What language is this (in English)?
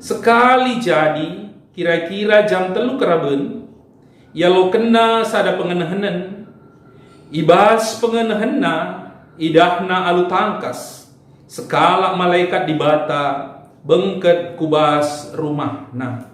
Batak Karo